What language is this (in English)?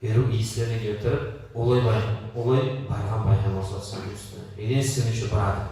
Kumyk